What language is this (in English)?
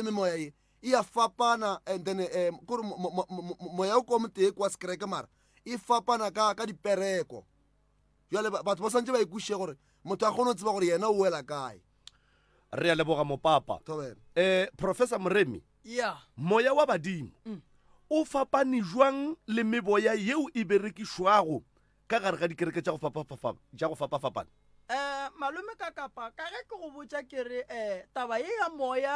Northern Sotho